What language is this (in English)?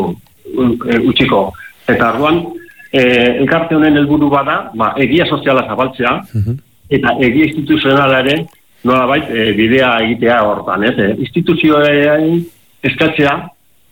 Basque